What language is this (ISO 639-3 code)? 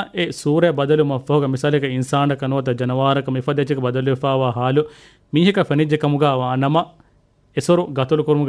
div